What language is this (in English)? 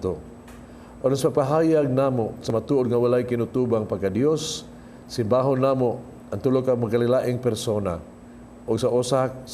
Cebuano